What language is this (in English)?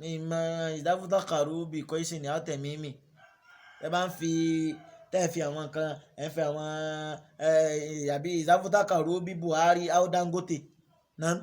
Yoruba